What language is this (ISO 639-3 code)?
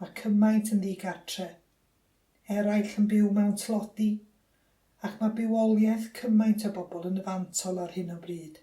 cym